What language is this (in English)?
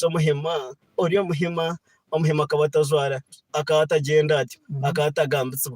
Nyankole